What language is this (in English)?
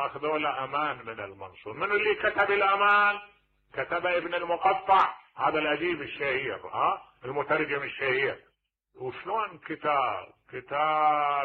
Mesopotamian Arabic